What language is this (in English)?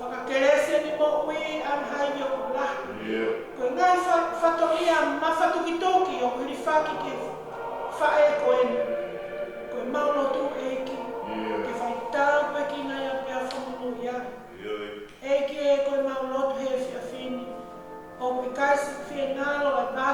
Tongan